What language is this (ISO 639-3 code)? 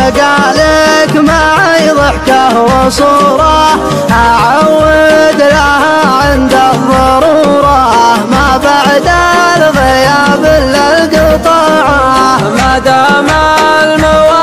ara